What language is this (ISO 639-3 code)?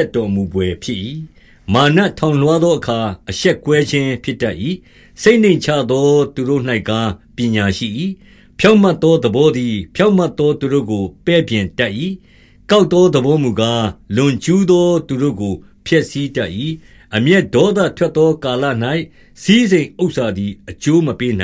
mya